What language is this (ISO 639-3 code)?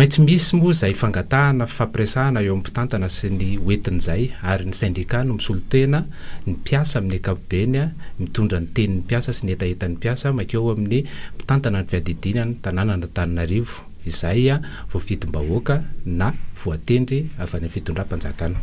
mlg